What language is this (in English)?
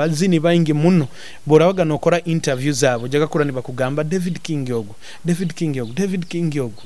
Nyoro